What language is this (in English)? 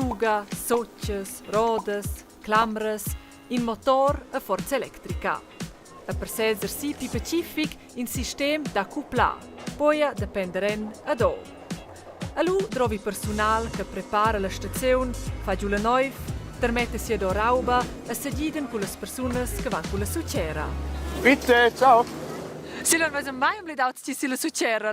Romansh